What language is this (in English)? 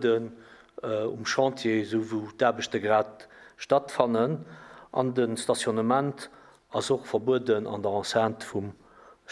Luxembourgish